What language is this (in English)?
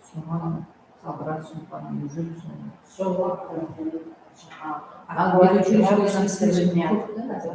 Kara-Kalpak